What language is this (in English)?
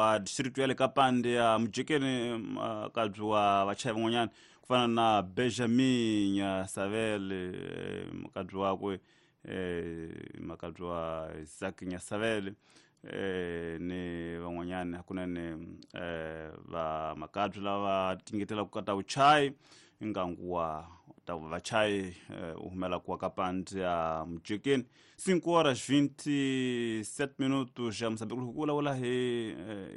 Tsonga